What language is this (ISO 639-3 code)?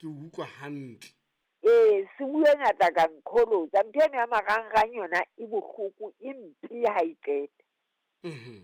sot